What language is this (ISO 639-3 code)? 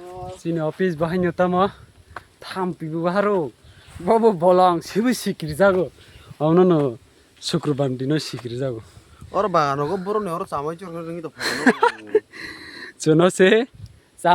trp